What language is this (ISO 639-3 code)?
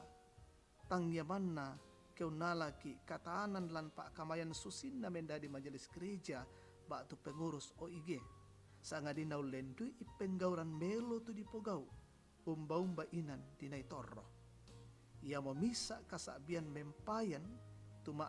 sda